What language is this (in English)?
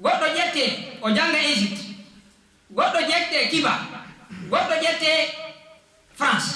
Fula